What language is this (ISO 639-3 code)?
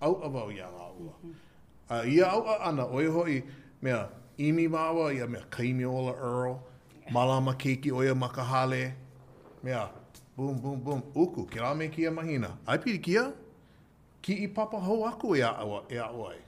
haw